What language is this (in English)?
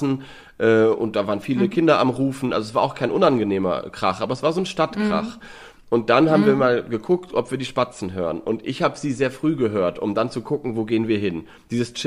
German